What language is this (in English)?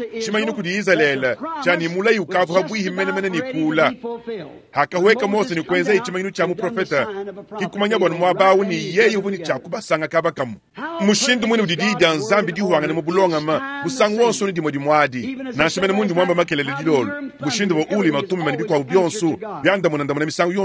Luba-Lulua